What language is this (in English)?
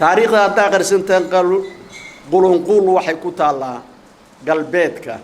Somali